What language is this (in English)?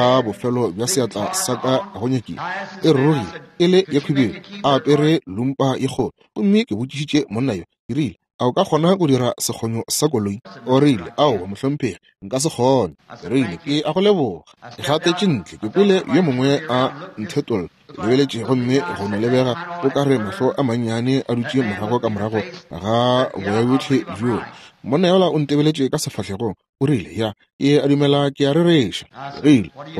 Northern Sotho